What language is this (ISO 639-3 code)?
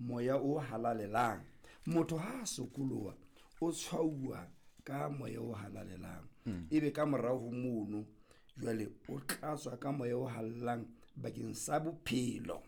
sot